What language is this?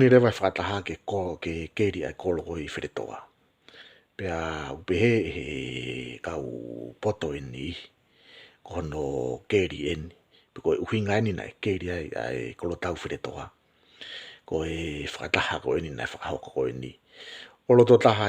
Tongan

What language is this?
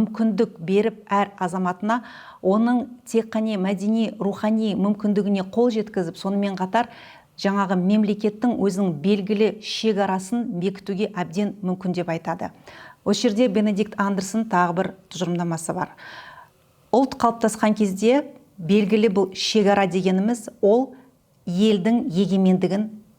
Kazakh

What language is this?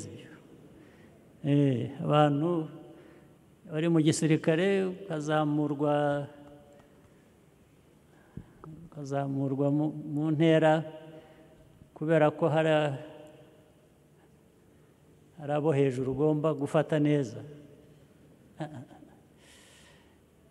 Kinyarwanda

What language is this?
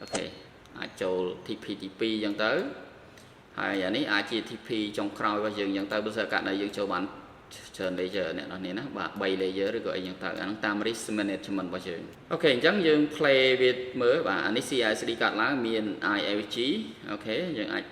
Khmer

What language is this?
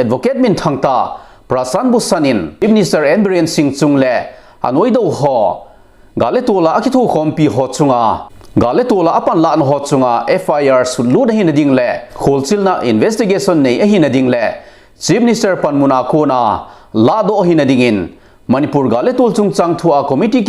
Thado Chin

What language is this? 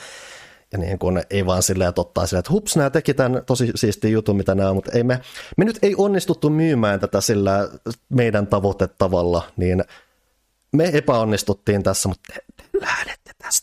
Finnish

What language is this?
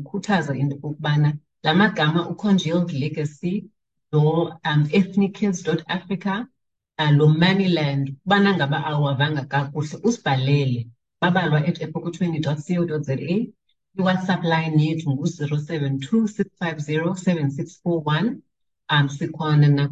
Xhosa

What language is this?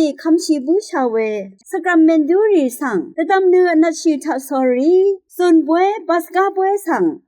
Rawang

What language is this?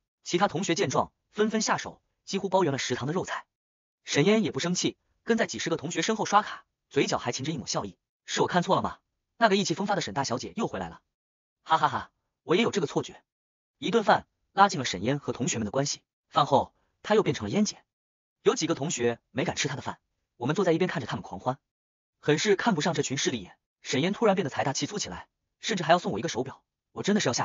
Chinese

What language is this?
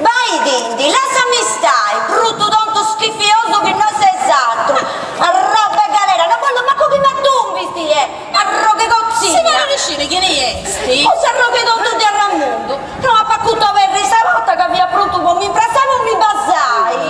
Sardinian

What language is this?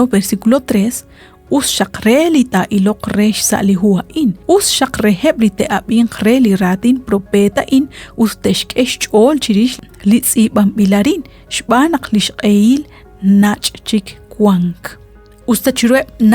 Kekchí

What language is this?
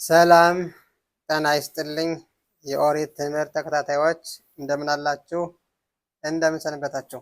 Amharic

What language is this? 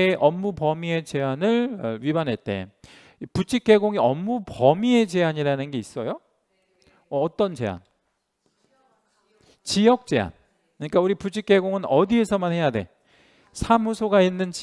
Korean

